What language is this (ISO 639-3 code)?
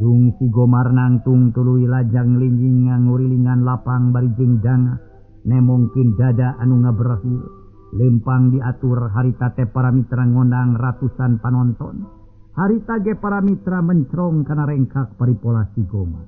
sun